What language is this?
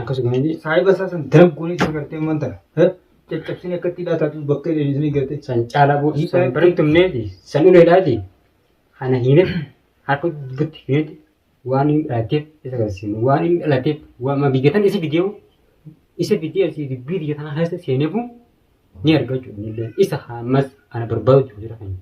Oromo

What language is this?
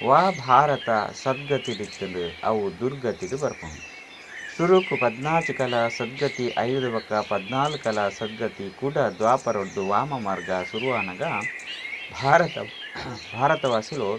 Tulu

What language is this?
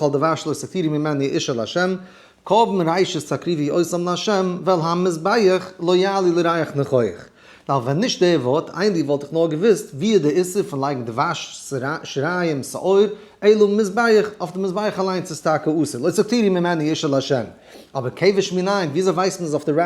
Yiddish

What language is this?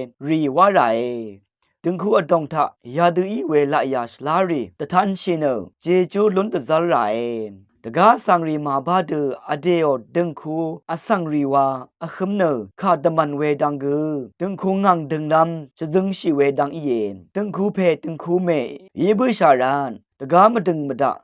Rawang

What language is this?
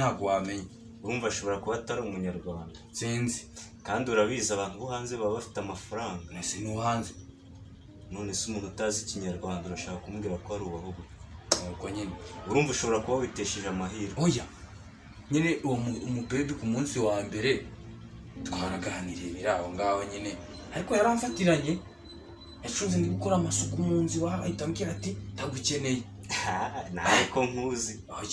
Kinyarwanda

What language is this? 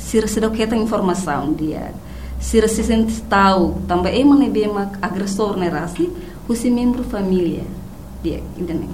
Tetum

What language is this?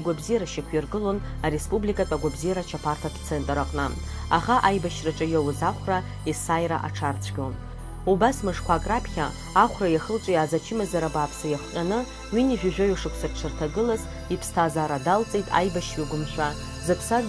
Abkhazian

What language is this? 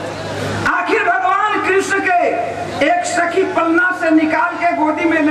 Bhojpuri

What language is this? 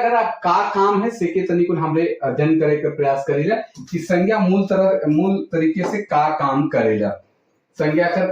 Sadri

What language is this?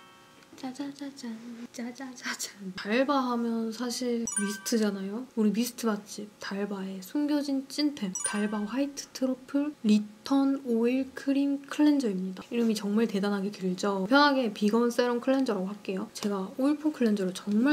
Korean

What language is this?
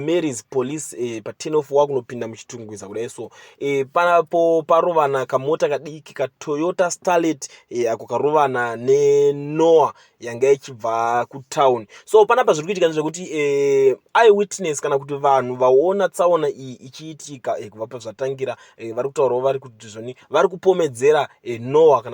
Shona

